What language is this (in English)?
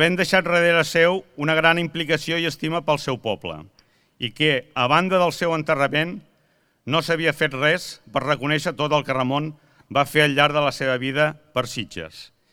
Catalan